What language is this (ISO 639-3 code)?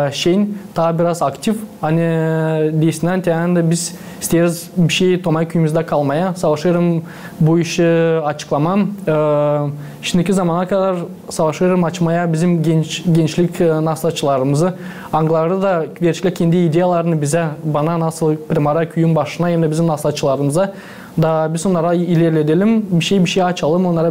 gag